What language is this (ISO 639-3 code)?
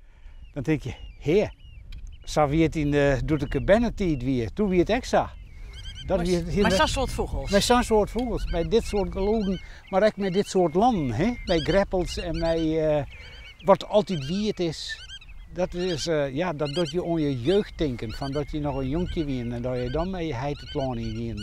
fry